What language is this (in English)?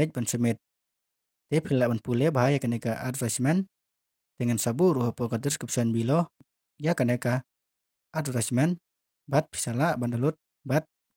Khasi